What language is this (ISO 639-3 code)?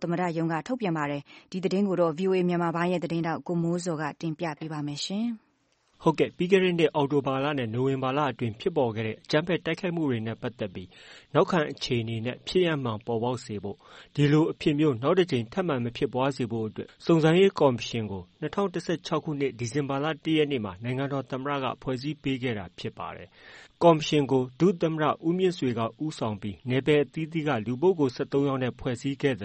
mya